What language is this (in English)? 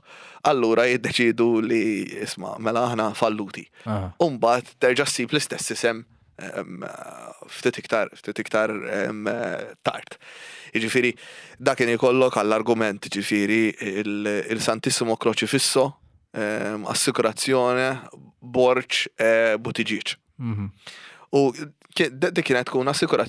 Maltese